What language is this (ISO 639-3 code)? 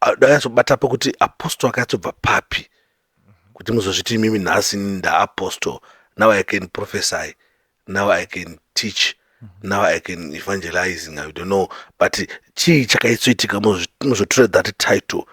sna